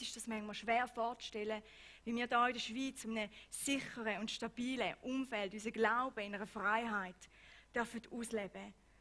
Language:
Swiss German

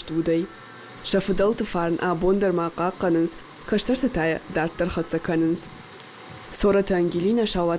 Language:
Ossetic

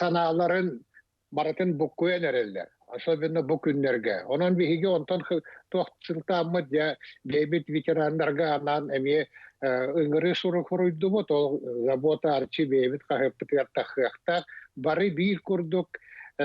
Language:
Yakut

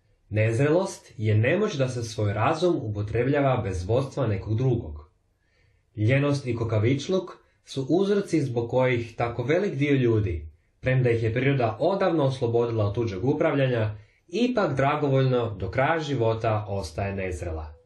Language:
Croatian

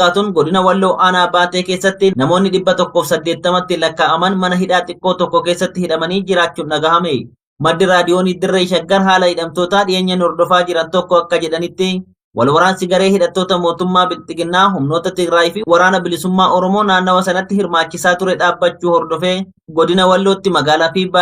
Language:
Oromo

